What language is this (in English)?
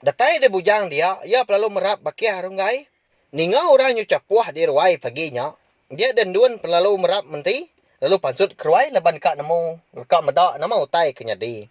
Iban